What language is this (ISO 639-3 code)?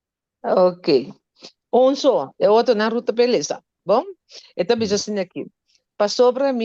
pap